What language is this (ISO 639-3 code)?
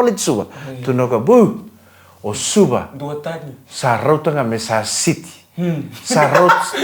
fij